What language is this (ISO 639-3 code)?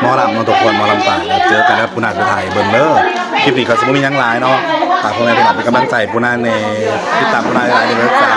tts